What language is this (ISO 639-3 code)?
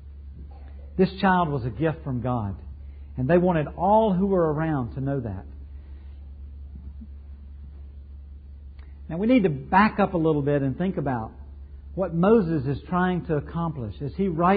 eng